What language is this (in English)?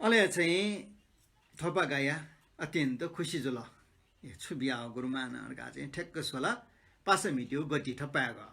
Newari